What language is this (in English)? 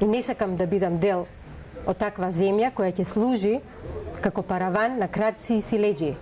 Macedonian